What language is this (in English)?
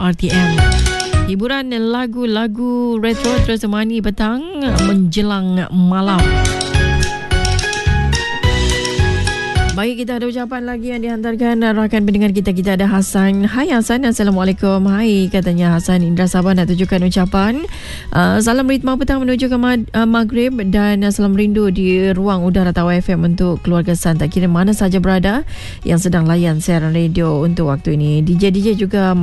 Malay